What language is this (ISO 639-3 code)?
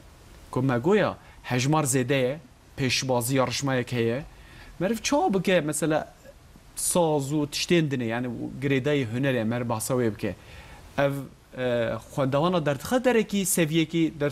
kur